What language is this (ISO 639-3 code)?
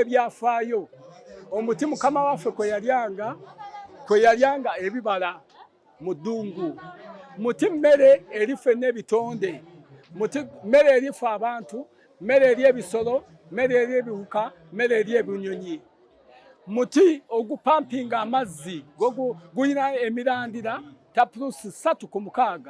lug